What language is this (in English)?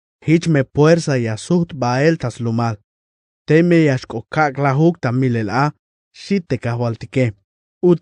Tzeltal